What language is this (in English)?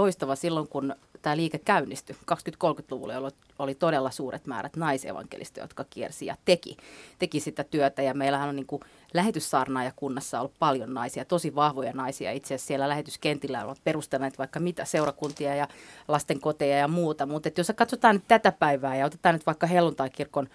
Finnish